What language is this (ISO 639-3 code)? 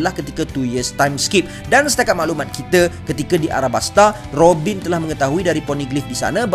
msa